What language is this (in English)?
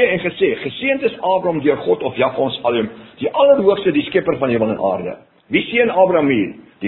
Afrikaans